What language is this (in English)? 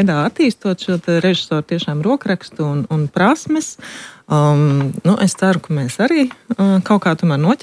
Latvian